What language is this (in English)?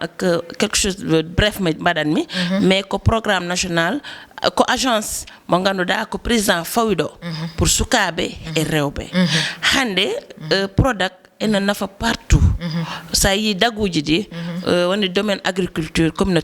Fula